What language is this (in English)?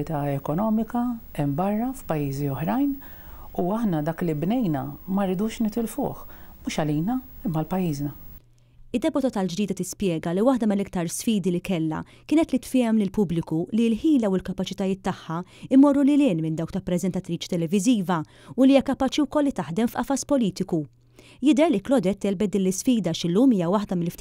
Maltese